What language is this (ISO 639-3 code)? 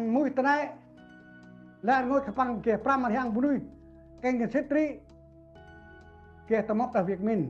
cmo